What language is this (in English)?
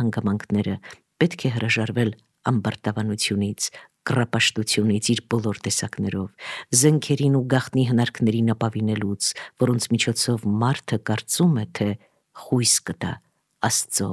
Armenian